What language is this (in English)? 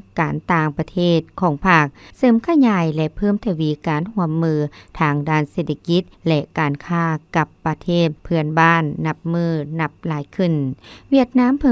Lao